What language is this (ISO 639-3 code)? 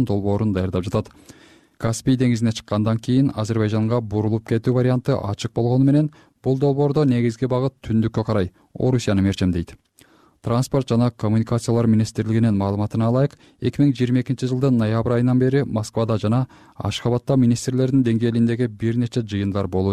kir